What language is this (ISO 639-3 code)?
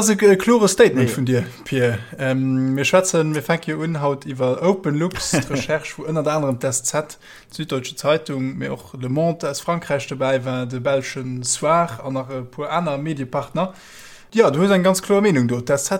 ltz